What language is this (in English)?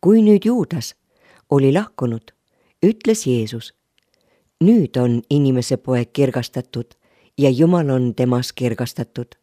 Estonian